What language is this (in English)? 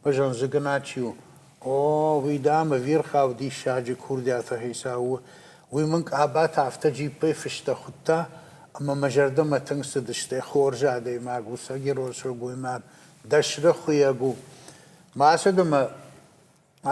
Ossetic